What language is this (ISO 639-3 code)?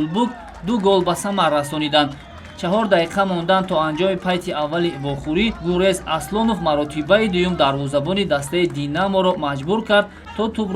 tgk